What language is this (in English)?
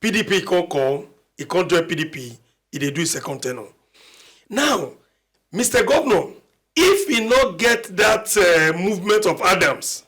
Nigerian Pidgin